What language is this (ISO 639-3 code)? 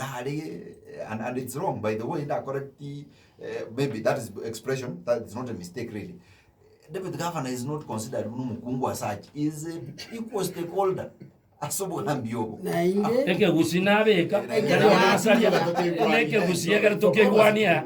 guz